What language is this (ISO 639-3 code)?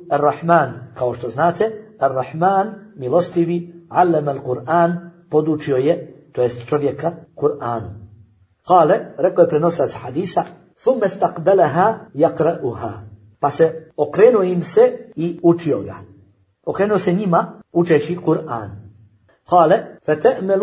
bos